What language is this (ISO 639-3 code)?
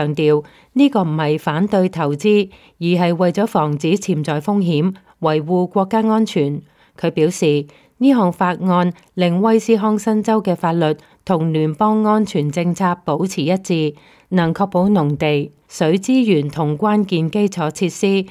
yue